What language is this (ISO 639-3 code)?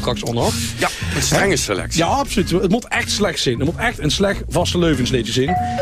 lim